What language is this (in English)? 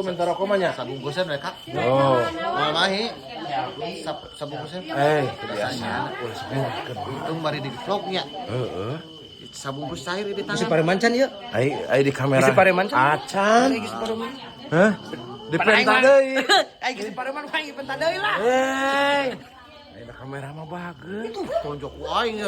Sundanese